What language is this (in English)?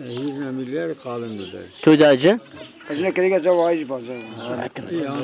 Zaza